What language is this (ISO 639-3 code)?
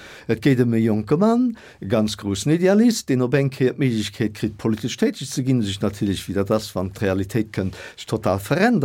ltz